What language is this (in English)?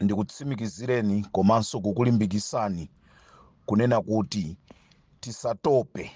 Nyanja